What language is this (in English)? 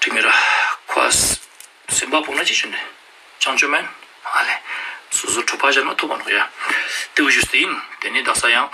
Ladakhi